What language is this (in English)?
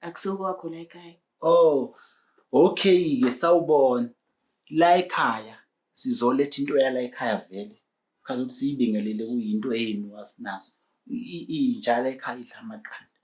Zulu